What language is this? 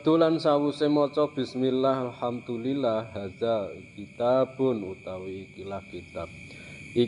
Javanese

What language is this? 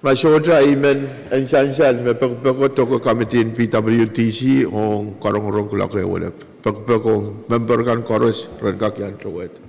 Pohnpeian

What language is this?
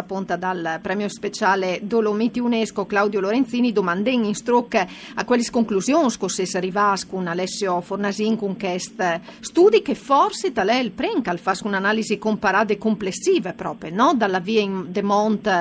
Friulian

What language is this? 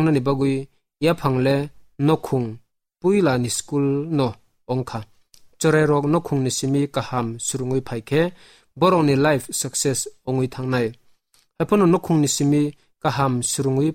Kok Borok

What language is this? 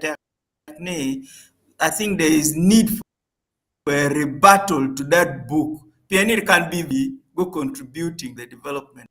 Acoli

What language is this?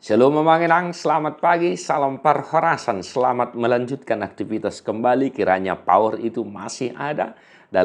Batak Toba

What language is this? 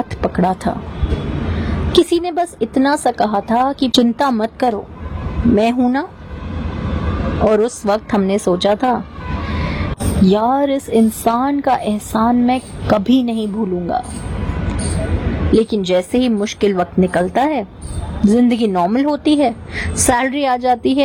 Hindi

